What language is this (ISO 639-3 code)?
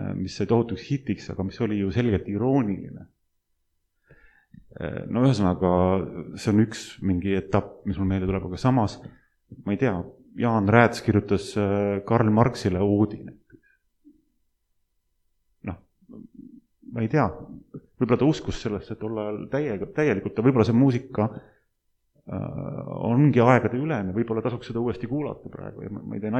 est